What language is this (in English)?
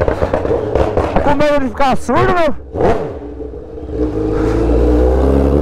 Portuguese